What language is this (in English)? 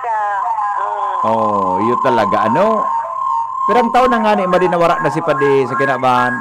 Bikol